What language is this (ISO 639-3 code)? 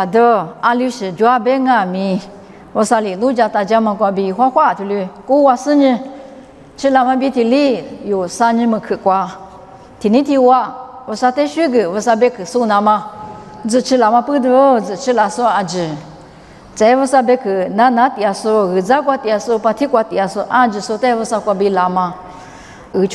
lis